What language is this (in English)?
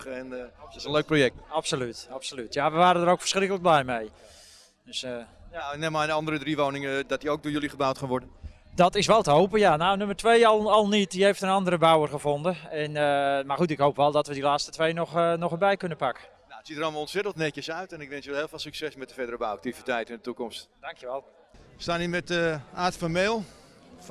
Dutch